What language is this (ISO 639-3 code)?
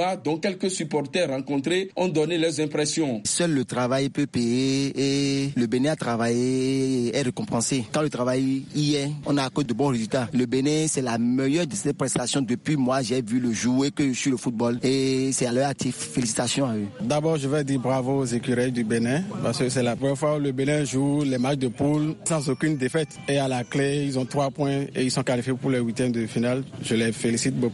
fra